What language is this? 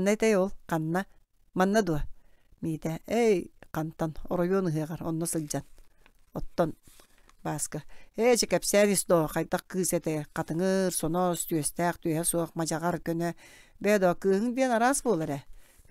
Yakut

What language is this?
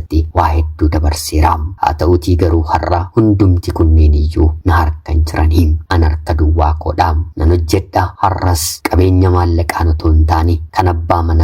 Oromo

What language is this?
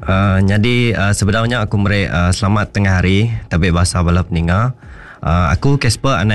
Iban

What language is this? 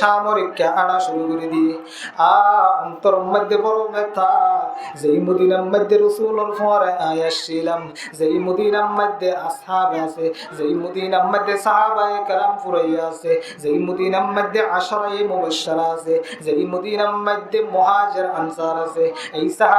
Rohingya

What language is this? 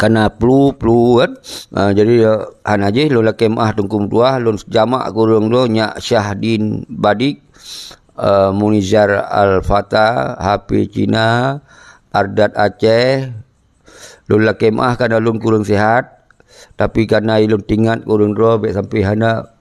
Achinese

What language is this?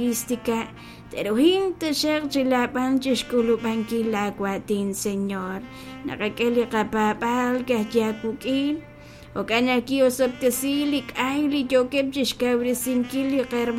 Kekchí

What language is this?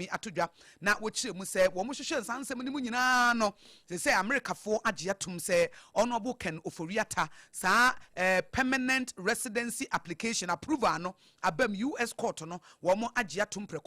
Akan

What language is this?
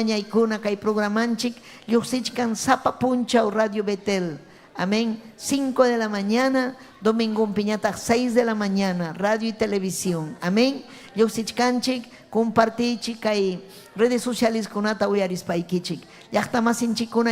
Ayacucho Quechua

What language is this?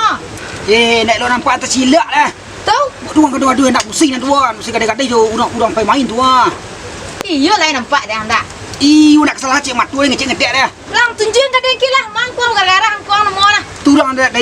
Minangkabau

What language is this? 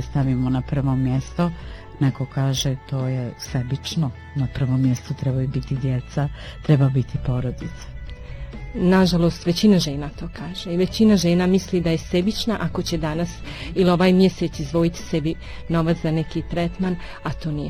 Bosnian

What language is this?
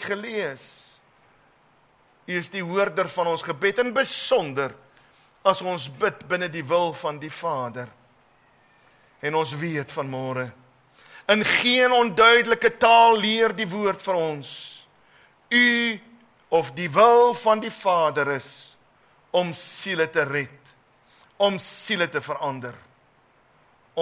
Afrikaans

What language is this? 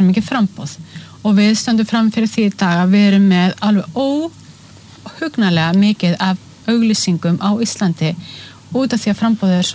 Icelandic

